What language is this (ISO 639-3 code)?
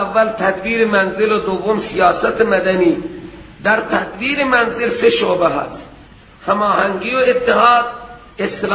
fas